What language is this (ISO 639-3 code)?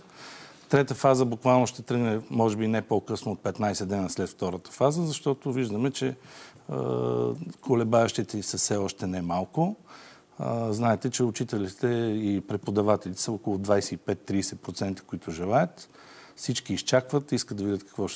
bul